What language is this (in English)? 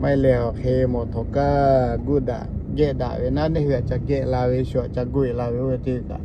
Lahu